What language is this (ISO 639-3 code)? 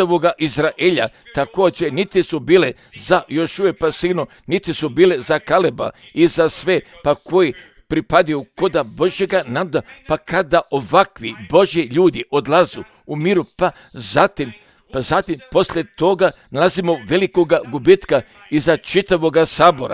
hrv